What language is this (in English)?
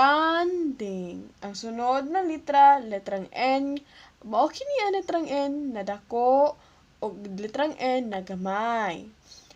Cebuano